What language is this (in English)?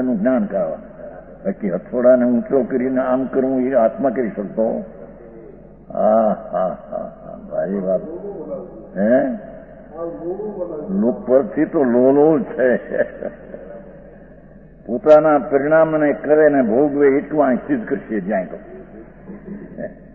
Gujarati